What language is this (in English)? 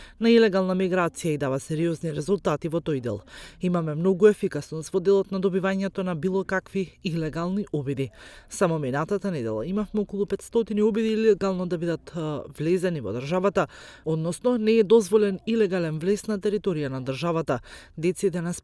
Macedonian